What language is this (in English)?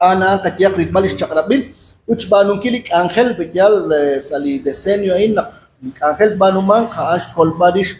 Kekchí